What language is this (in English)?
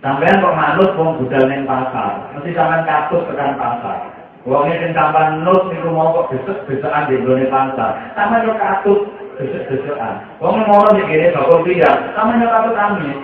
Javanese